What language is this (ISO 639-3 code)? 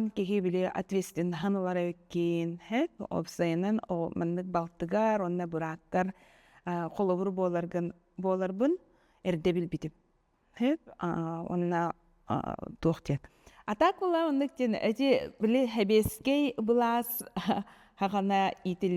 sah